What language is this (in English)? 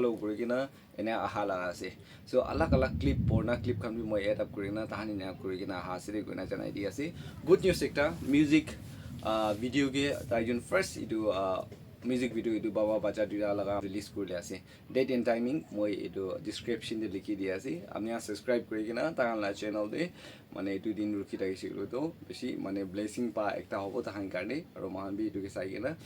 Naga Pidgin